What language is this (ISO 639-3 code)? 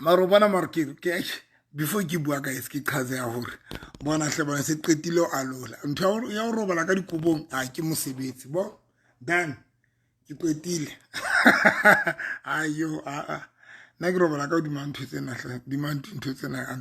sot